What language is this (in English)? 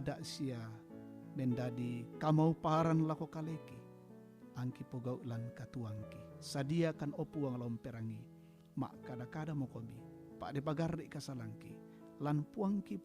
Toraja-Sa'dan